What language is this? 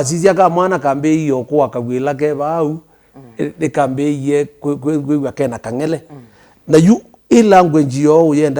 Kamba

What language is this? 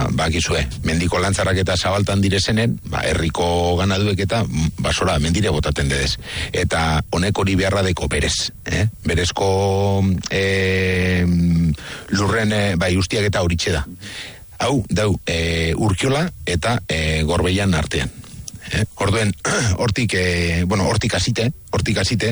Basque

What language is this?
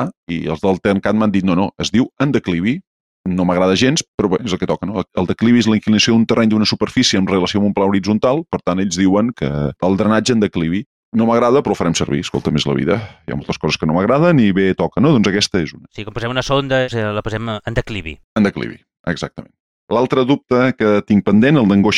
Catalan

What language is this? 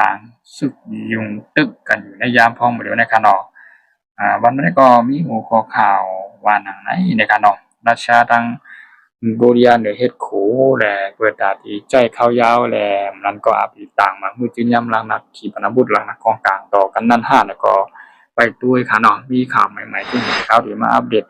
Shan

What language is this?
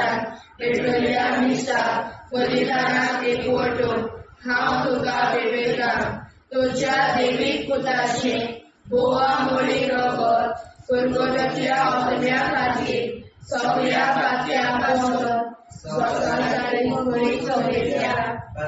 Konkani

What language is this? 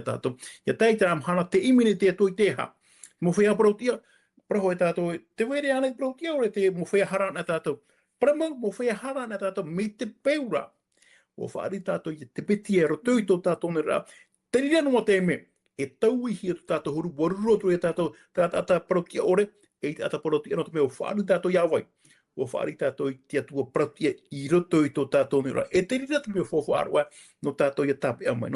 Tahitian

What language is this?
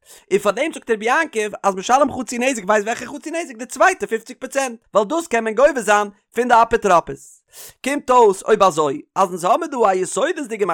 Yiddish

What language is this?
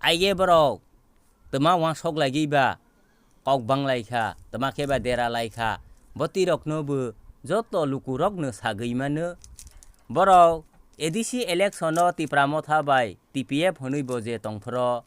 Kok Borok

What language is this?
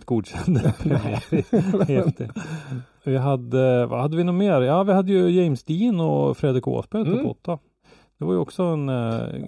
Swedish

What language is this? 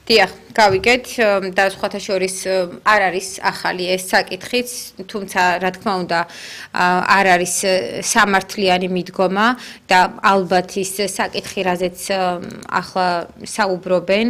Georgian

